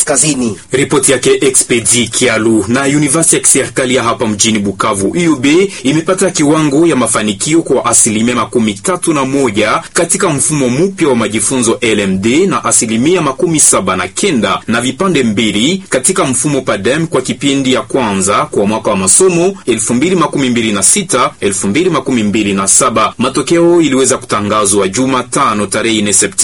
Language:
Swahili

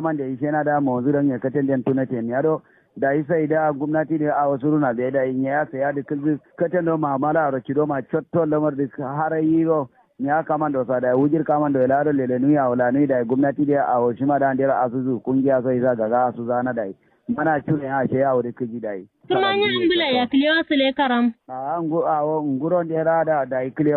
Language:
Kanuri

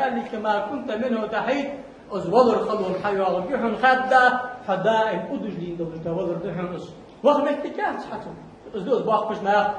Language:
Ingush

